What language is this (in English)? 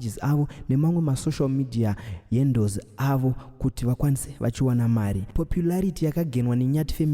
Shona